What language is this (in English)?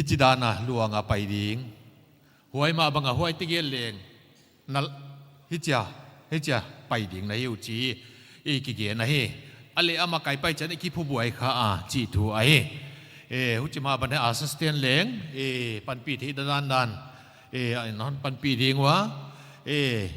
Paite Chin